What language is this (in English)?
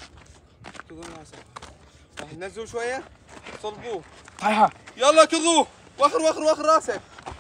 Mesopotamian Arabic